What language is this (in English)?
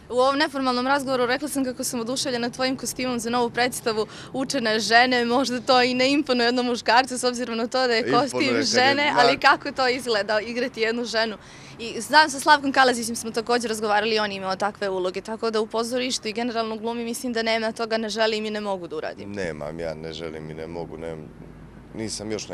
Bosnian